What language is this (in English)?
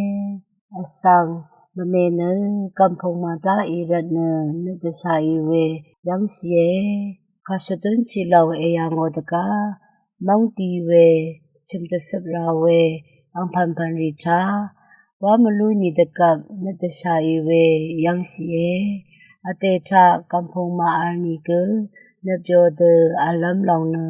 Rawang